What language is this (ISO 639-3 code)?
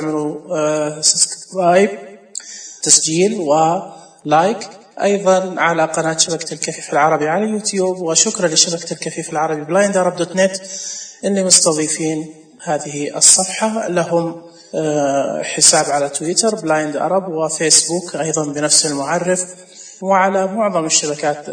ars